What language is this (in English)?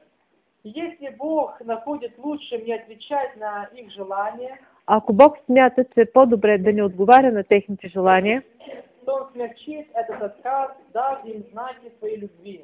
Bulgarian